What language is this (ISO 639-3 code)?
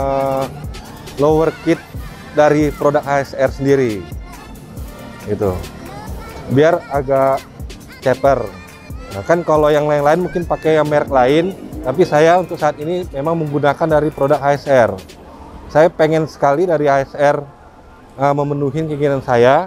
ind